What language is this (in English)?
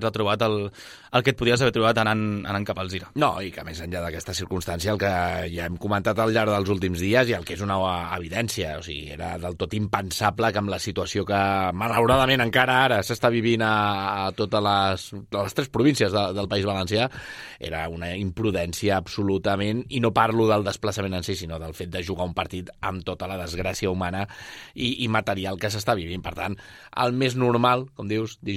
Catalan